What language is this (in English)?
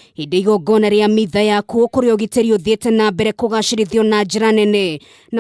Kikuyu